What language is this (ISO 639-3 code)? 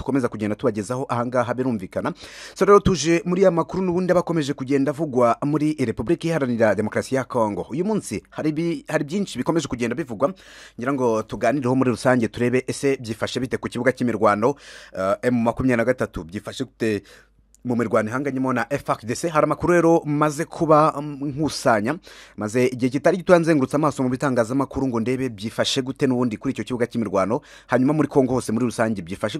kin